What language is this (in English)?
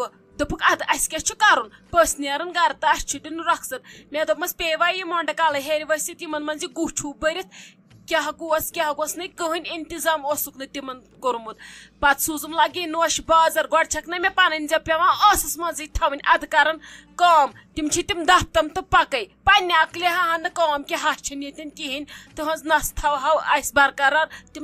Kashmiri